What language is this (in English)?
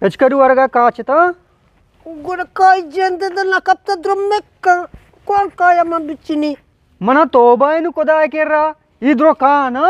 Eastern Balochi